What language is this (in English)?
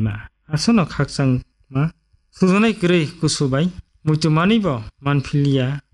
Kok Borok